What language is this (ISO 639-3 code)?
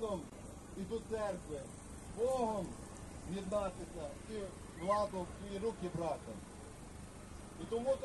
ukr